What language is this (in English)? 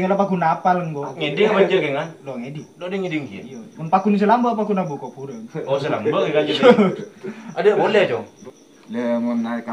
Madurese